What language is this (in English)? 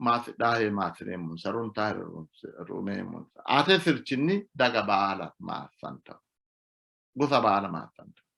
Sidamo